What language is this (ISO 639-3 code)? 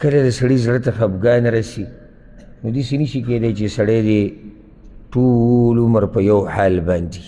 pus